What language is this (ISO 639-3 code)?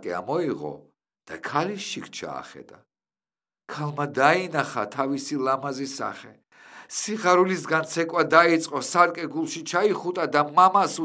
kat